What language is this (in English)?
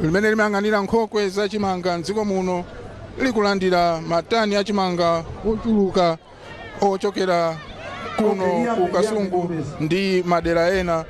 Nyanja